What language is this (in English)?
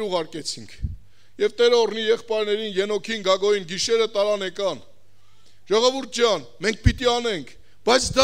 Armenian